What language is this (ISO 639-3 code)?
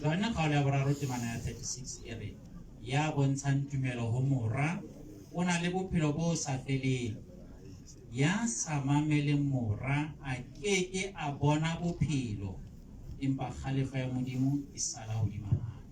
sot